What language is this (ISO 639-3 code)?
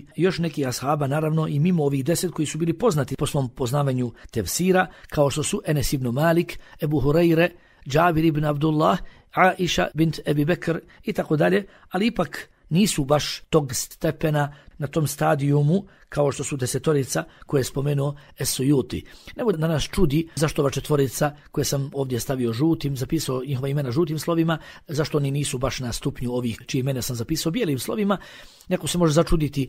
bos